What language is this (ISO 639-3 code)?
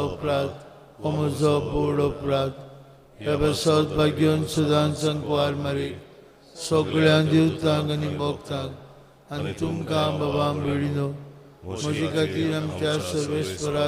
kok